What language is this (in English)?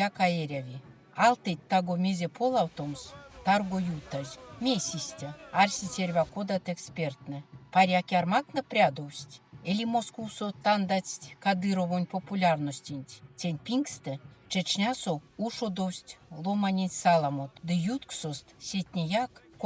Erzya